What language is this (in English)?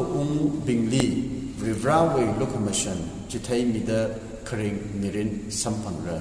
Tangkhul Naga (India)